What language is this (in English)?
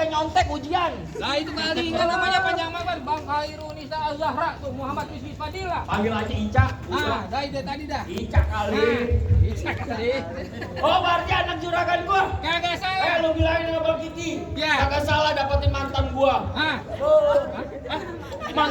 Betawi